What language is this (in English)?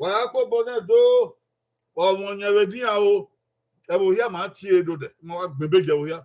Bini